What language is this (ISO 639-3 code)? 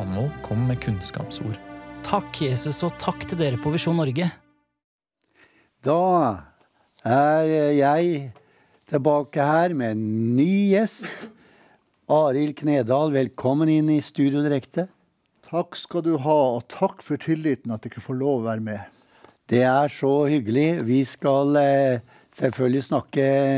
nor